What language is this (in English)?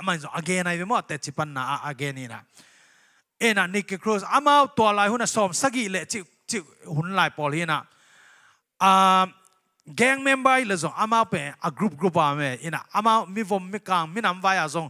Tedim Chin